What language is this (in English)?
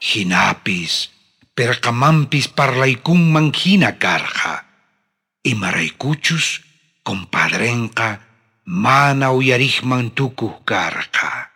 South Bolivian Quechua